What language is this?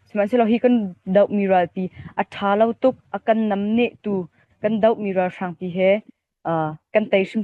Hakha Chin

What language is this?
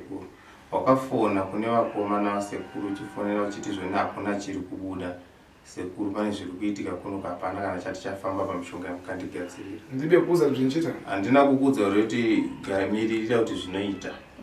Shona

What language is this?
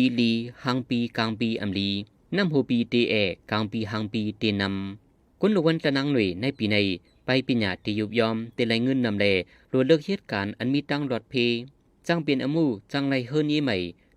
Shan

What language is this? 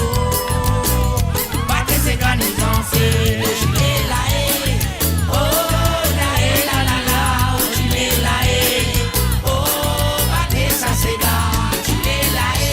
Morisyen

